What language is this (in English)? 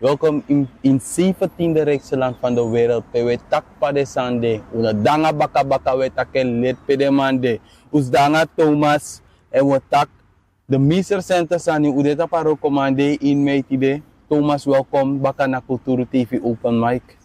Sranan Tongo